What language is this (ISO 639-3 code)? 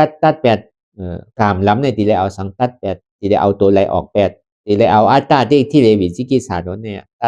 shn